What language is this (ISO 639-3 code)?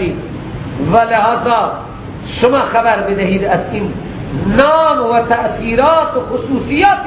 fas